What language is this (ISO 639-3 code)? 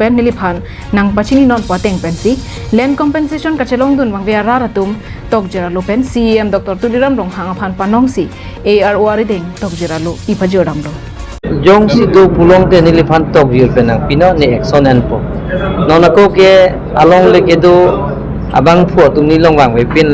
mjw